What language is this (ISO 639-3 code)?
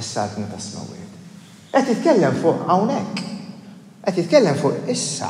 mlt